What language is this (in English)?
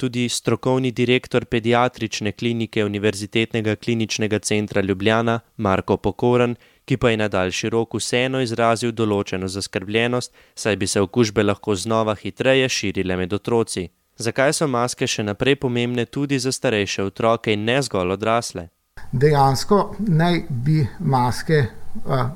Slovenian